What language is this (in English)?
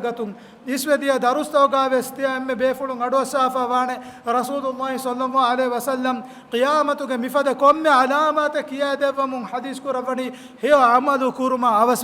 Divehi